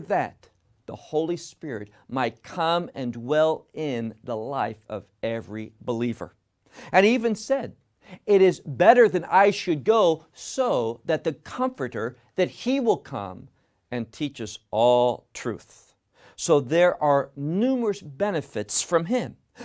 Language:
English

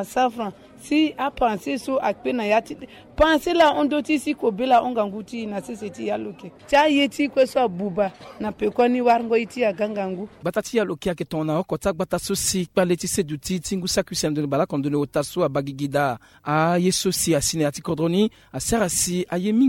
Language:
Sango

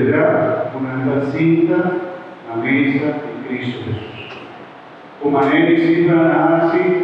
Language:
Papiamento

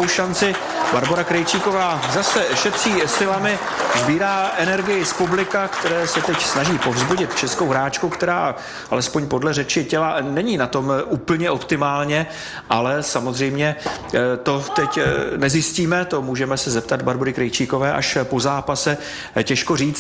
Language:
Czech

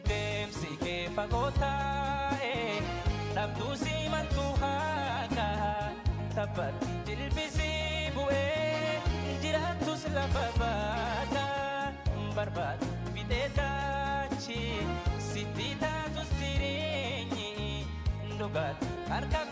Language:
Oromo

